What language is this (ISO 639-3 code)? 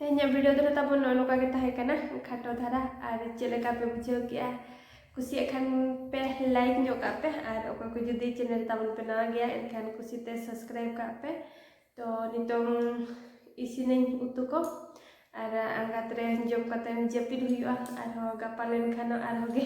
sat